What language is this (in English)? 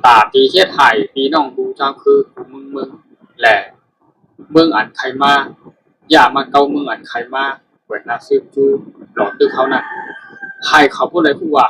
Shan